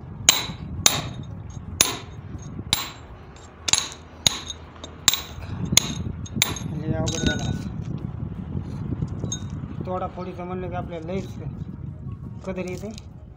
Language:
Marathi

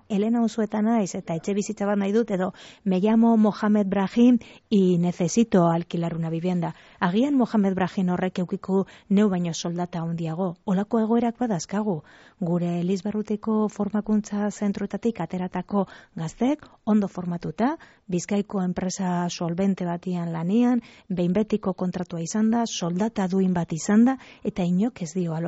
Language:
Basque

